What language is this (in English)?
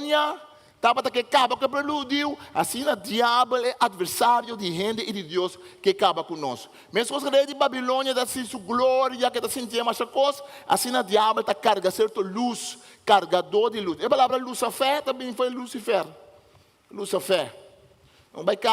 Papiamento